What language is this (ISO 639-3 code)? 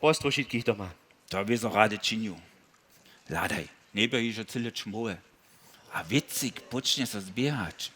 hsb